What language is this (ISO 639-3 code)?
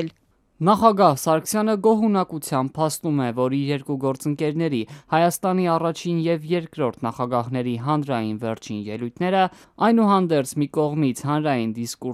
hye